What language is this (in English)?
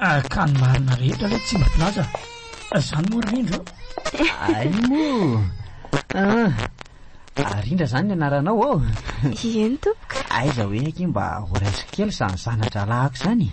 Malagasy